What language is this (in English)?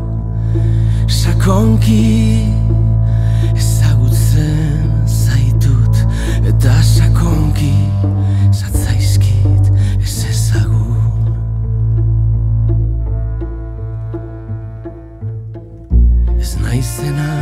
Basque